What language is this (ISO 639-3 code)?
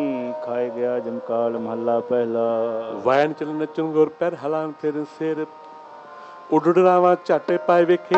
pan